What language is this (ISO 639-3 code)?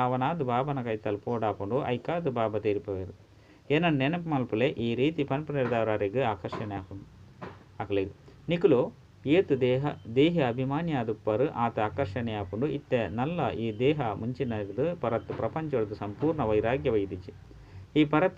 tcy